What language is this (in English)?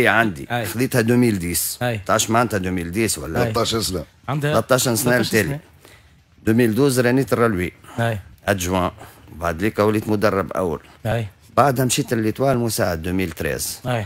Tunisian Arabic